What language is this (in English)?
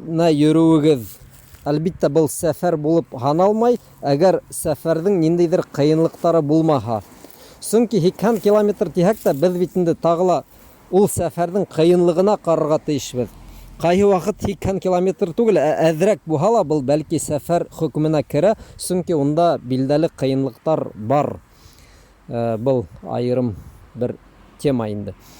Bashkir